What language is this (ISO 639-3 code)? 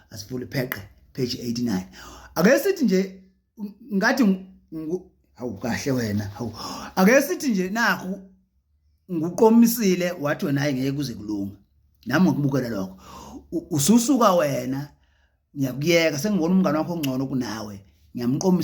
zul